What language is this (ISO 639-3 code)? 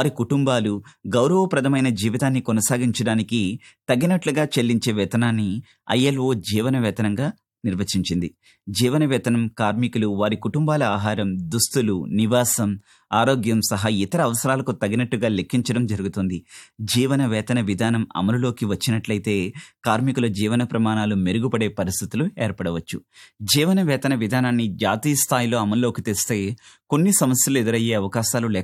tel